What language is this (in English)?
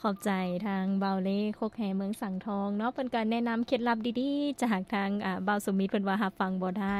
Lao